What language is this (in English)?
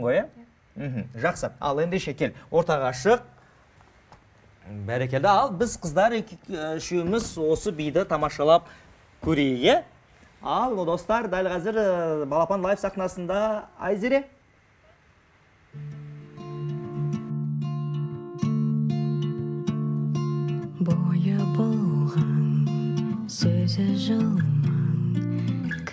Kazakh